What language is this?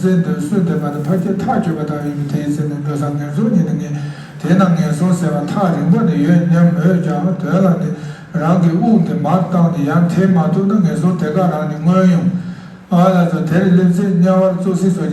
Tibetan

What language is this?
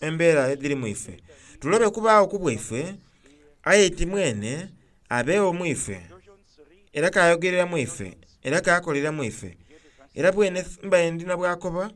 Soga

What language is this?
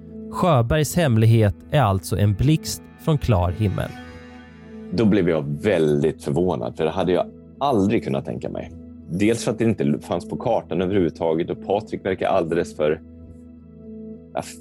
Swedish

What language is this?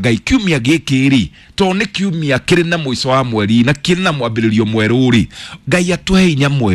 Kikuyu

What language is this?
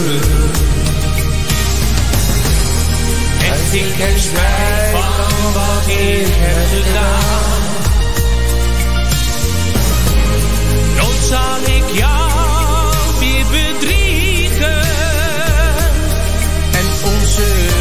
Dutch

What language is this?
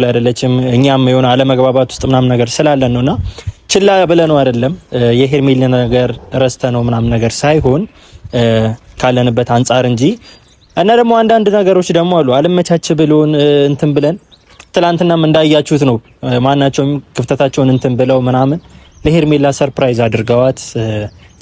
Amharic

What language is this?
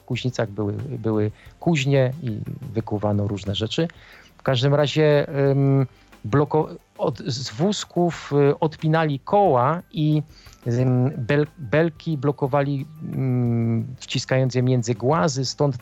Polish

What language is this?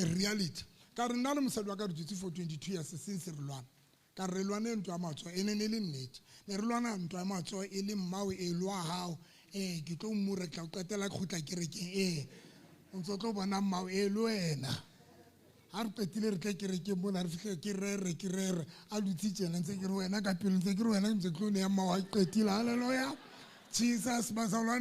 Southern Sotho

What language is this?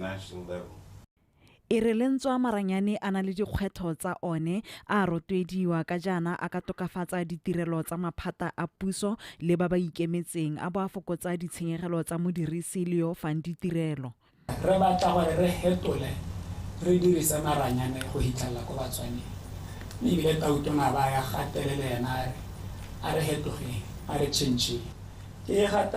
Tswana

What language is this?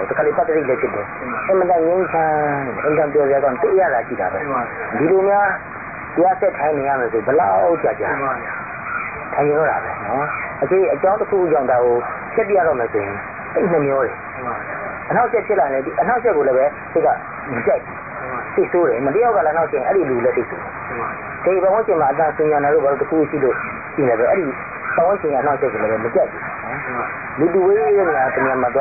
Burmese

